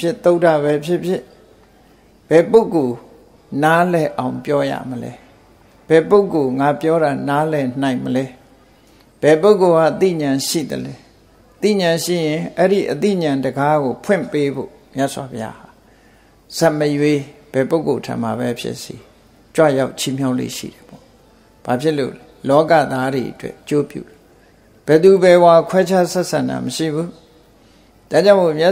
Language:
Burmese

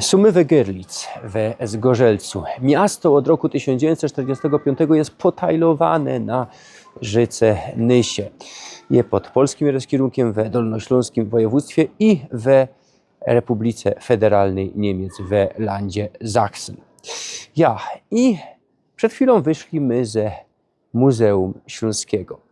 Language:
Silesian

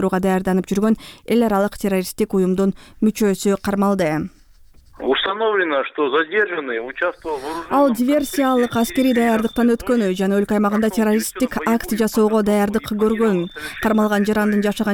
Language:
Kyrgyz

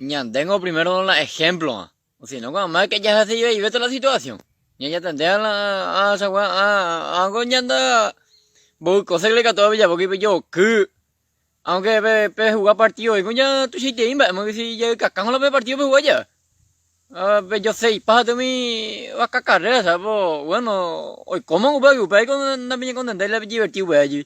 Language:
Guarani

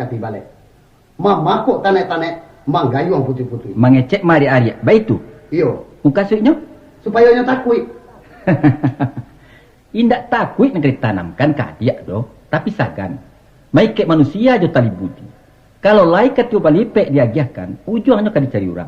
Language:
Minangkabau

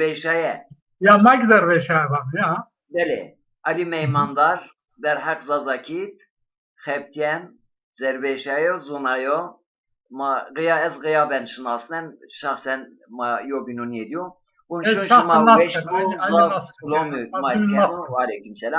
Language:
Zaza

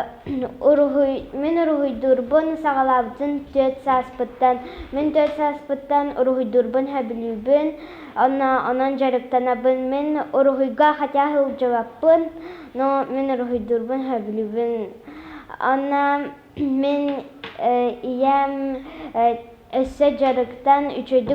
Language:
Yakut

